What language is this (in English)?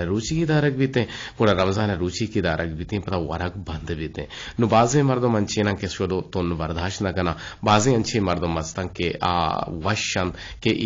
Eastern Balochi